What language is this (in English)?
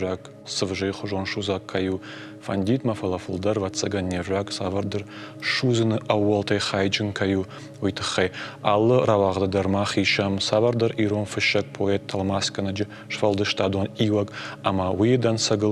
Ossetic